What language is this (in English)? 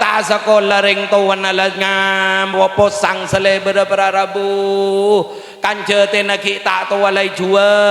Madurese